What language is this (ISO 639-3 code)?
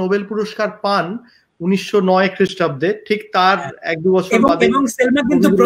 ben